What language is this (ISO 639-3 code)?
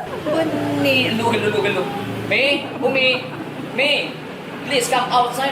mad